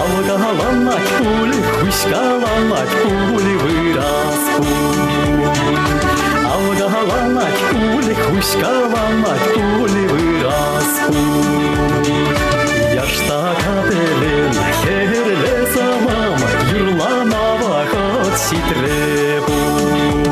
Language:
Chuvash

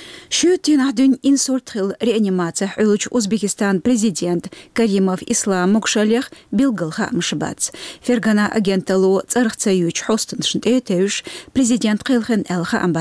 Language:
Chechen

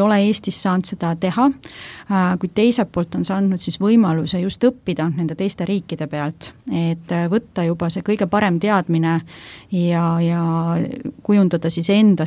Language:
Estonian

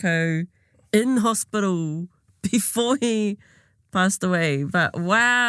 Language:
Māori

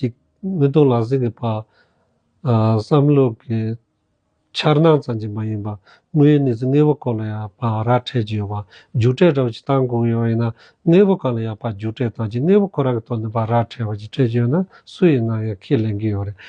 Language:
Tibetan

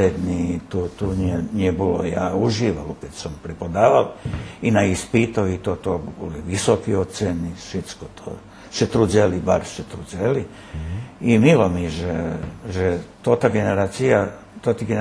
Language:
Rusyn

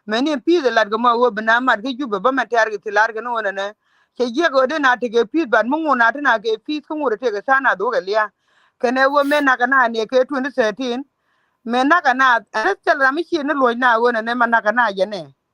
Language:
Nuer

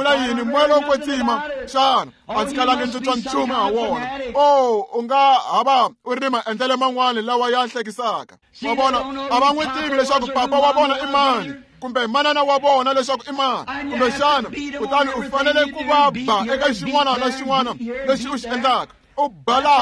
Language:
Tsonga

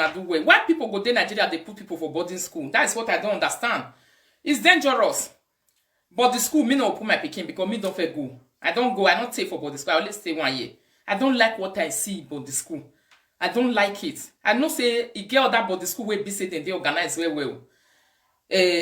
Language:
Nigerian Pidgin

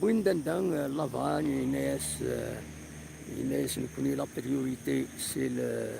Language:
Kabyle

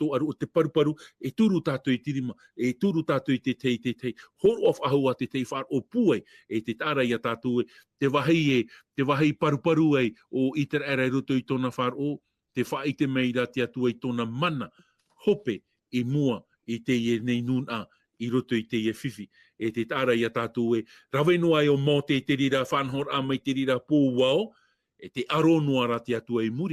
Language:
Tahitian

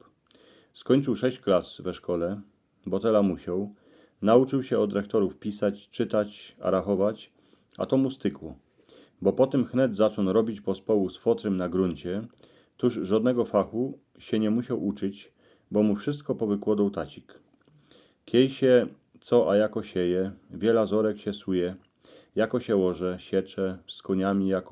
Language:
Silesian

